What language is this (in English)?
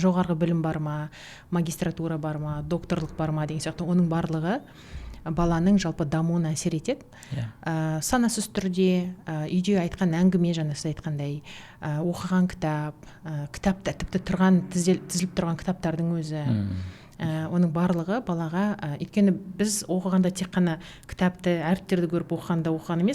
Kazakh